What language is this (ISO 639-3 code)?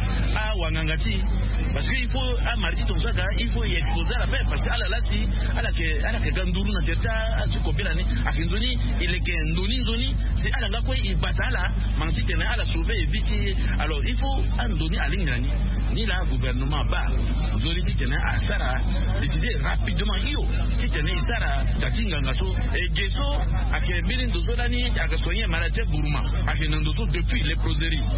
sag